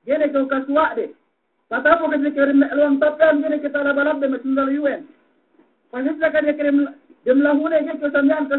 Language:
Yakan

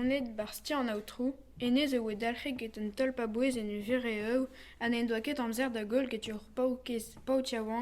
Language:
Breton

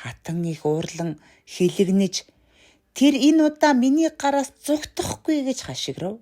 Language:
Mongolian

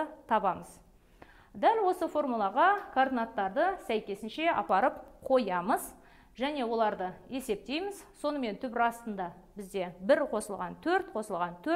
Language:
Kazakh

